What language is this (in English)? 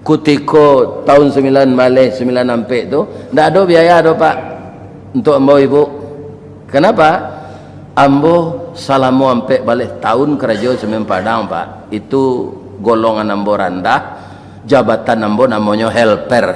Minangkabau